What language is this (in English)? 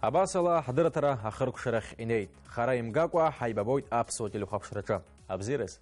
Abkhazian